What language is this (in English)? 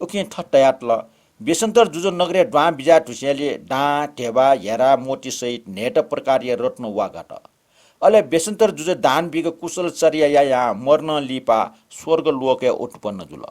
Newari